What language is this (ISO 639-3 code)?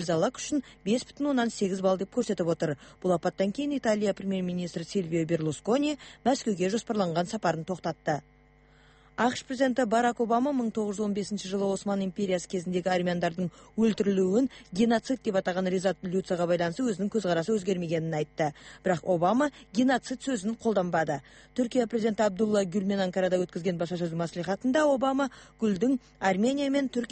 kaz